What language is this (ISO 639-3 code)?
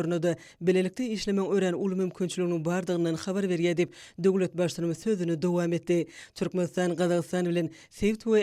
tuk